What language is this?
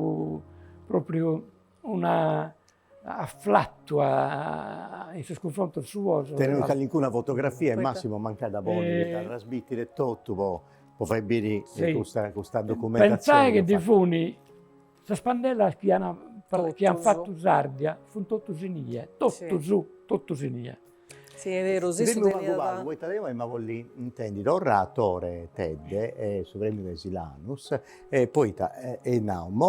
Sardinian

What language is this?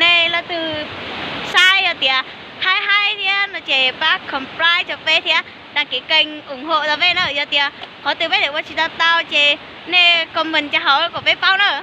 Hmong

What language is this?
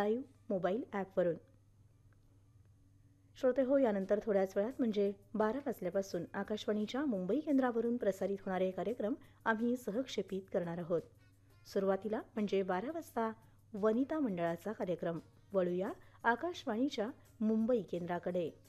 Marathi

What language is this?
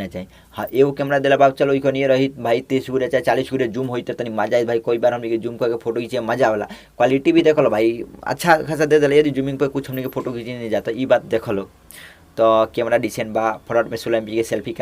Bhojpuri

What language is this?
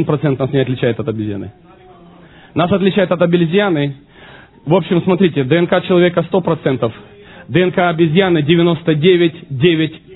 Russian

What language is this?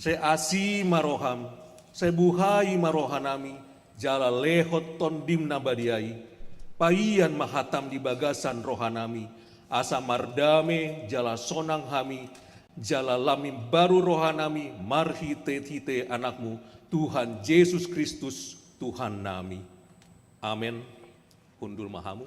Batak Toba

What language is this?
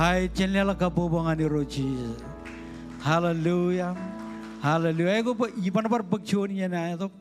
Marshallese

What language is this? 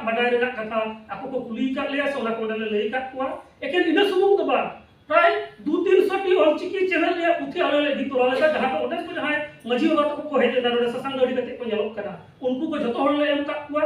Santali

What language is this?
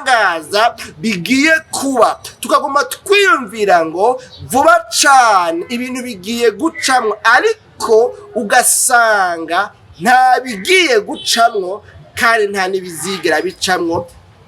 Rundi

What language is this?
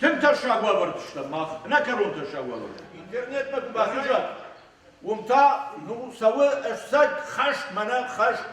Ossetic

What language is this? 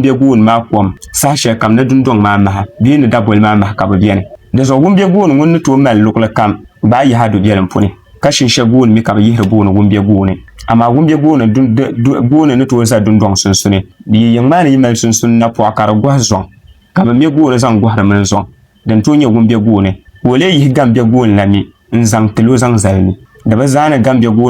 Dagbani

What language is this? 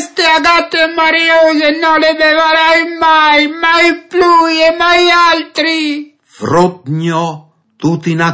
Friulian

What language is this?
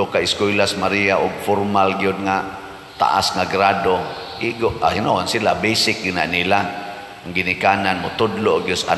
Cebuano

